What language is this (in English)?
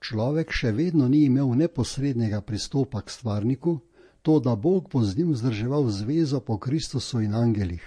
Slovenian